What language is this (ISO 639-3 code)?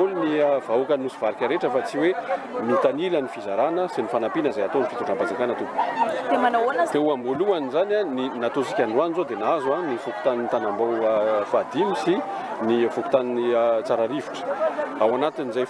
mlg